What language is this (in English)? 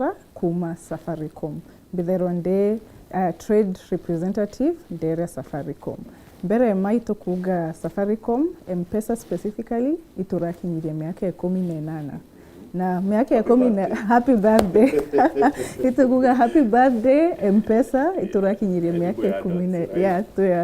Meru